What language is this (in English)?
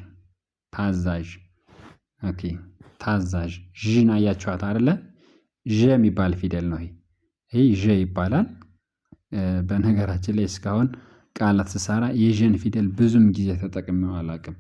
Amharic